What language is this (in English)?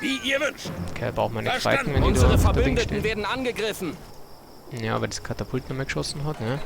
Bavarian